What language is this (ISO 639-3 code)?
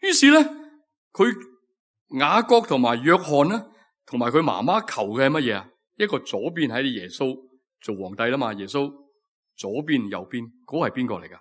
yue